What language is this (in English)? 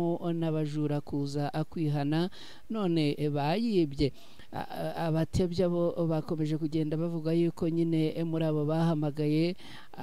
Kinyarwanda